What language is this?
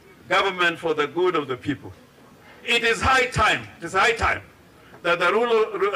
Masai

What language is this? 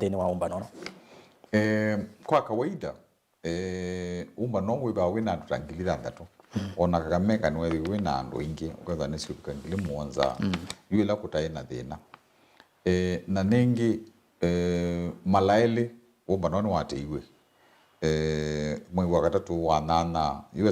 Kamba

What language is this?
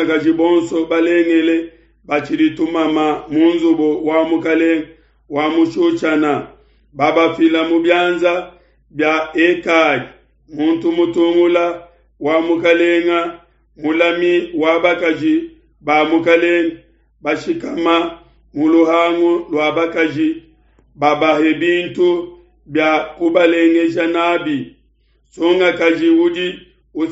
Luba-Lulua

